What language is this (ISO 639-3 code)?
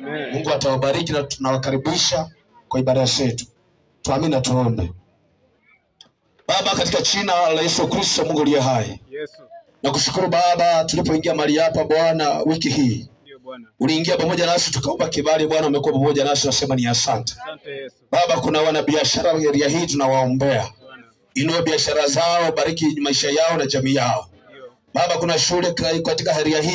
swa